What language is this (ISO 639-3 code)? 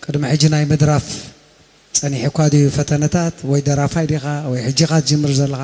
tir